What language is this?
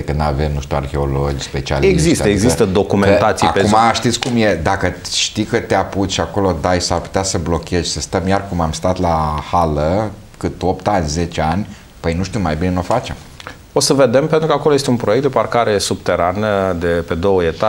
Romanian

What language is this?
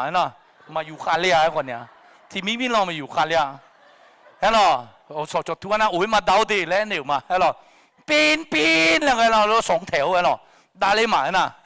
Akha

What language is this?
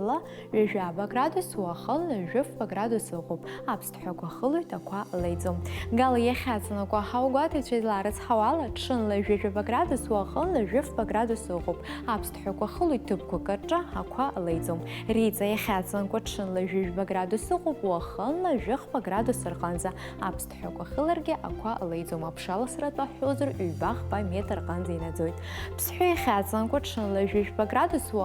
Abkhazian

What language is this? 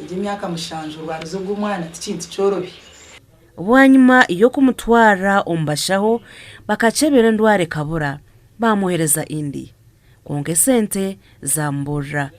Nyankole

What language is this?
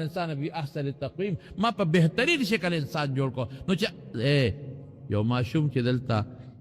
Pashto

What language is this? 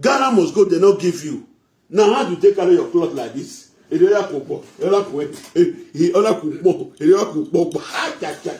Nigerian Pidgin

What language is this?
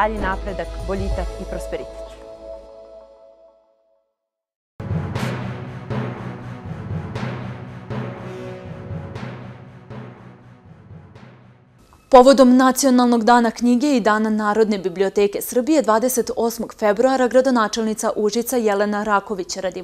Serbian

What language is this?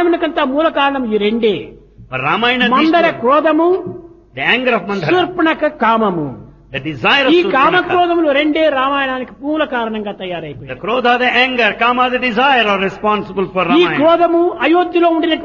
Telugu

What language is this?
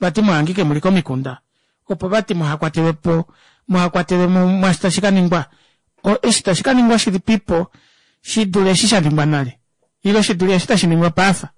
Kuanyama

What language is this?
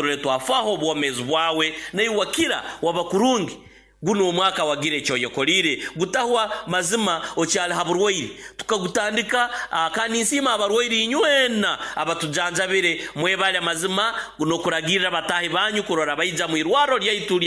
Nyoro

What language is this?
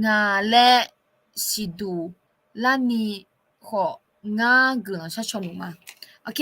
Akha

